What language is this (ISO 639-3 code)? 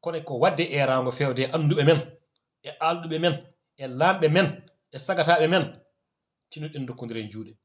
ful